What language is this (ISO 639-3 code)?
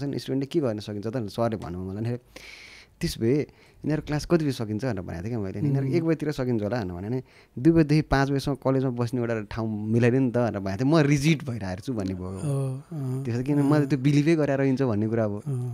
nep